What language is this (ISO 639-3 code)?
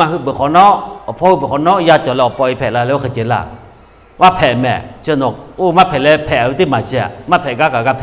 lhu